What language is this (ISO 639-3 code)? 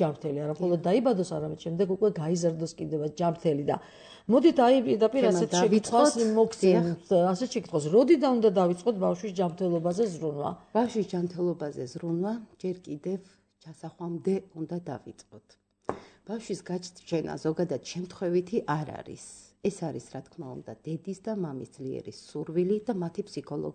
kat